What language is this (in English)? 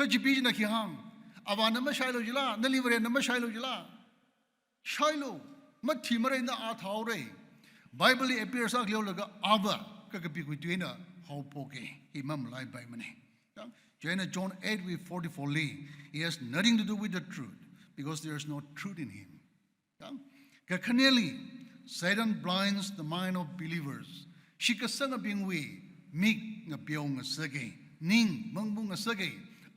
Tangkhul Naga (India)